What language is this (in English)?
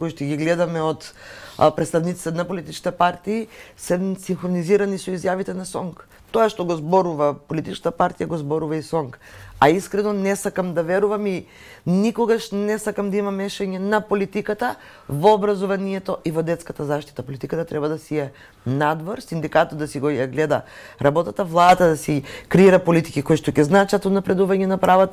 Macedonian